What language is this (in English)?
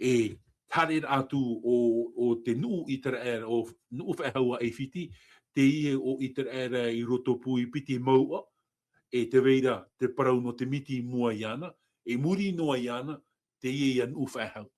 Tahitian